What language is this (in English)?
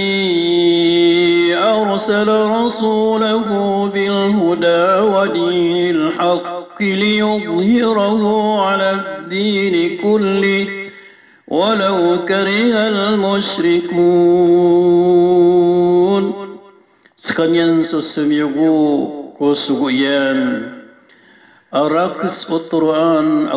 Maranao